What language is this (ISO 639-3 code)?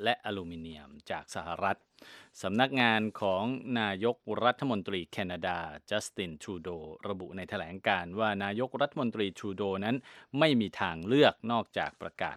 tha